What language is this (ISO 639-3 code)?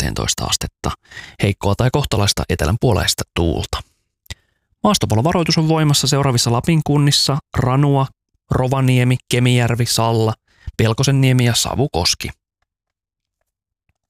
fin